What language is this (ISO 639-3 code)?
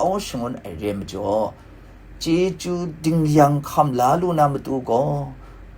kac